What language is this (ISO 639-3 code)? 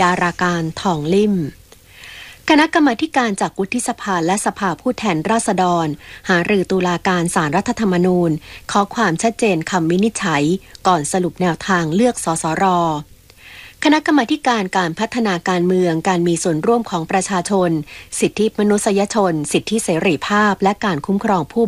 tha